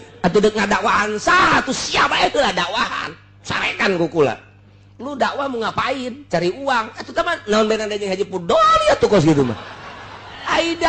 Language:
Sundanese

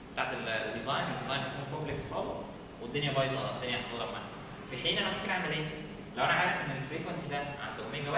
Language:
Egyptian Arabic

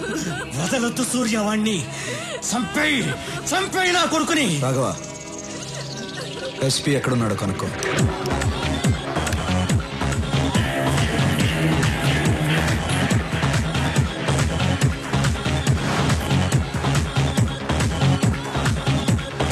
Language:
Telugu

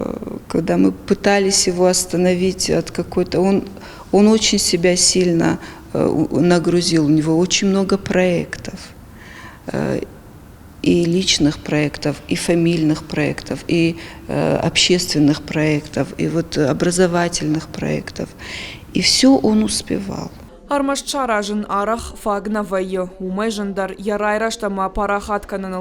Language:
Ossetic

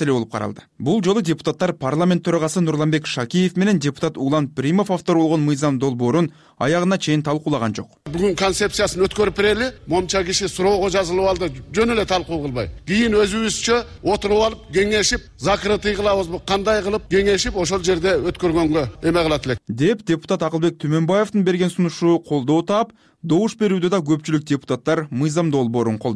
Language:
Kyrgyz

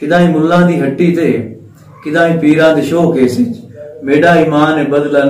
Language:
Saraiki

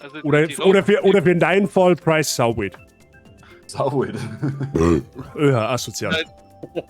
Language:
Bavarian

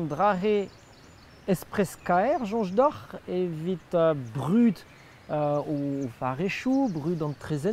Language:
Breton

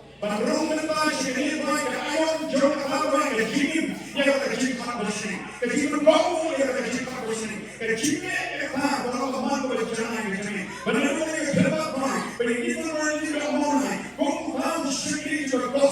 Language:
Khasi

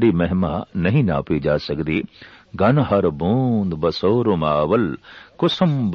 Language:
Punjabi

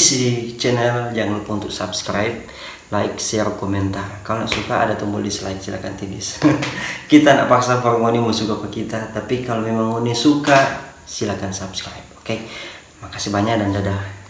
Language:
Manado Malay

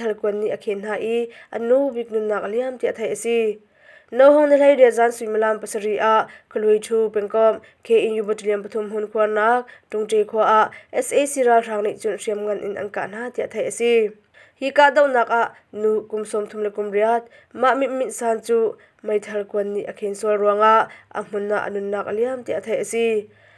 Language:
Hakha Chin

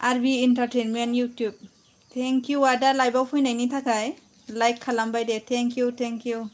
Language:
Bodo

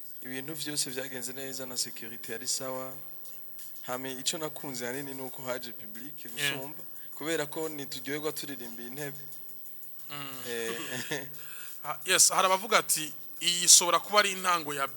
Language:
Rundi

